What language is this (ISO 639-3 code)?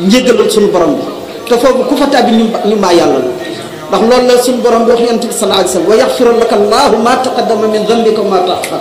wol